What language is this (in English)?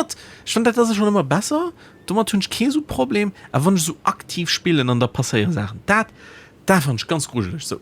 Luxembourgish